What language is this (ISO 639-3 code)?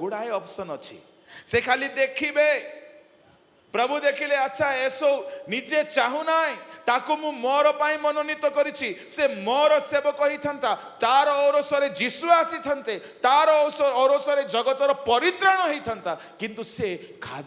ori